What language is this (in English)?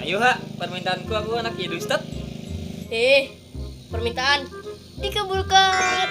Banjar